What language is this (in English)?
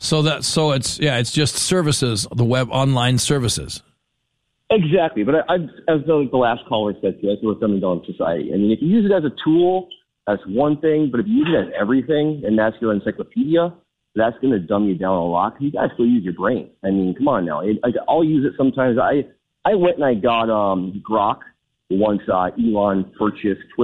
English